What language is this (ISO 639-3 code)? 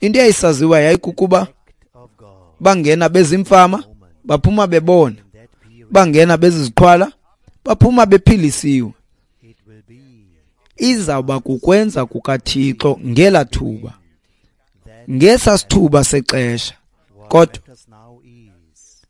xho